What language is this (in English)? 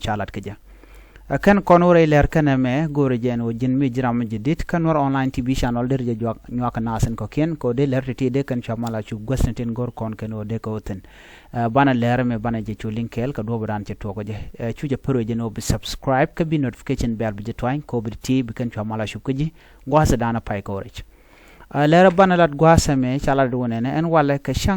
Nuer